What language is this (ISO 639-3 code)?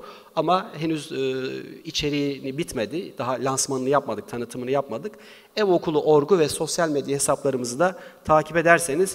tur